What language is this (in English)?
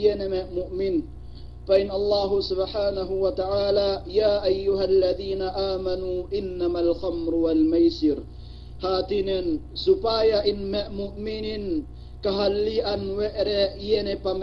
Yakan